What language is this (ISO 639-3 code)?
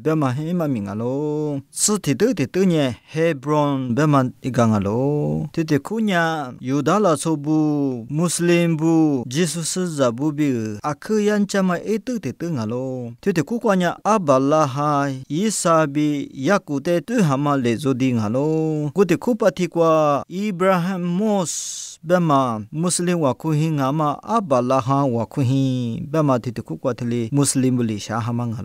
lis